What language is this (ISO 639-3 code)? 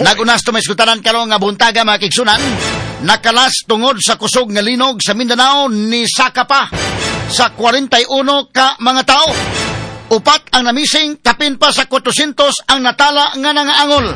ceb